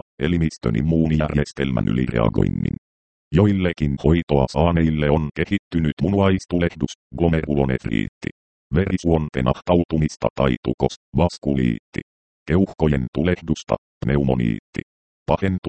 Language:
Finnish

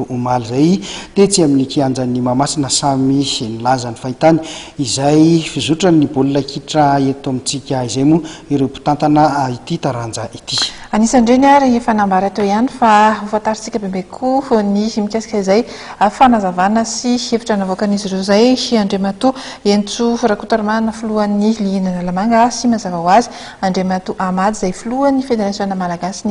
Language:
Malagasy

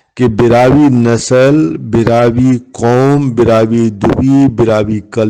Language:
Brahui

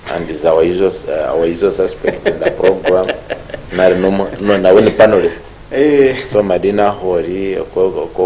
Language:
Nyankole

